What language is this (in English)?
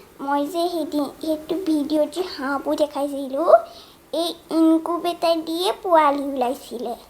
Assamese